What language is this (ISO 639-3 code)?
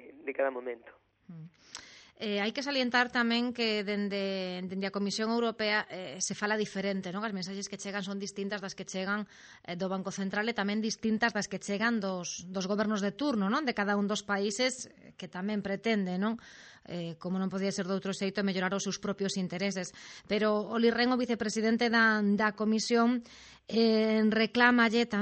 glg